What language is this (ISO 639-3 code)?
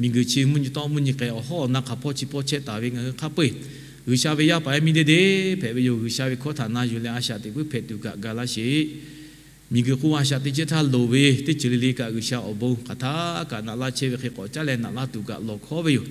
lhu